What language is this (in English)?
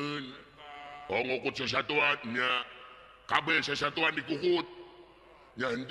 Sundanese